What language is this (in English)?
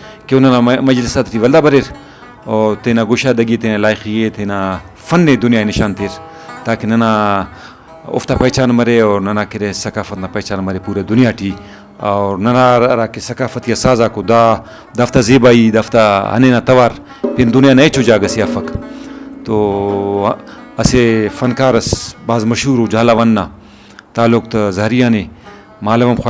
Brahui